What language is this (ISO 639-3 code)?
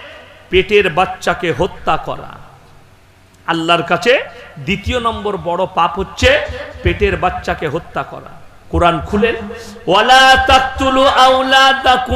ben